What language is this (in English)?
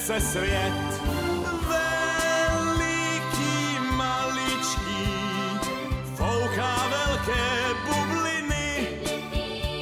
Czech